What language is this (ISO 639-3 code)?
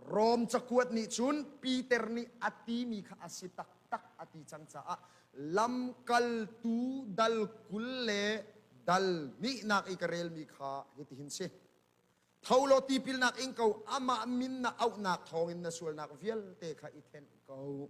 cnh